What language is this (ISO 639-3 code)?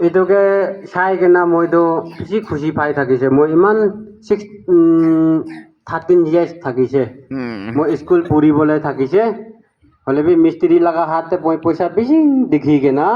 nag